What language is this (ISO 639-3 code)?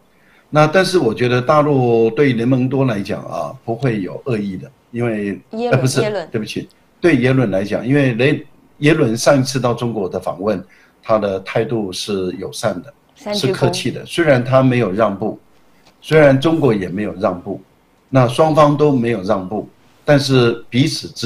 zho